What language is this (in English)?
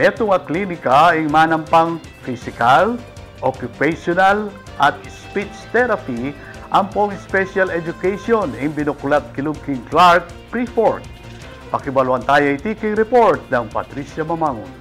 Pampanga